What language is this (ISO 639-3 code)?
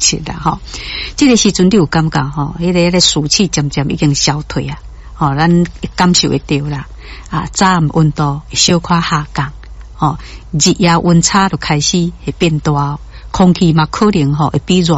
nan